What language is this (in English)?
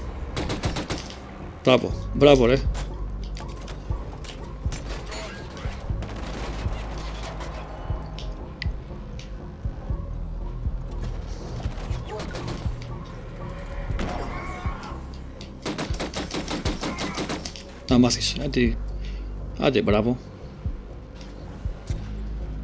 Greek